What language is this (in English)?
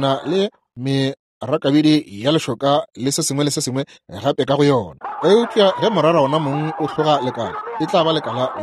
Northern Sotho